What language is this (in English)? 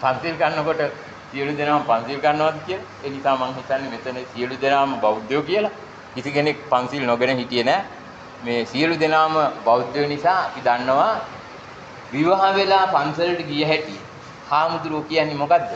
Sinhala